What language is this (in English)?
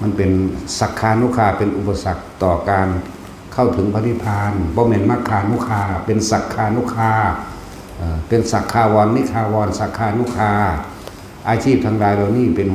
Northeastern Thai